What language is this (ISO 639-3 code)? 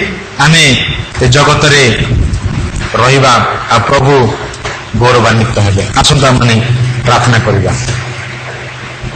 ori